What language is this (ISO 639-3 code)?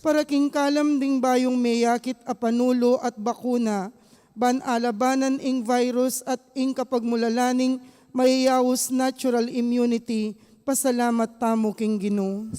pam